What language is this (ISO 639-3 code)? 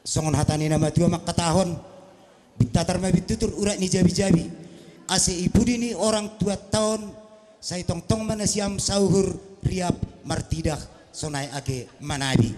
bts